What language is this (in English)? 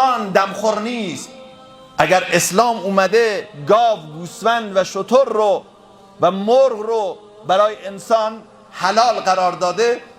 Persian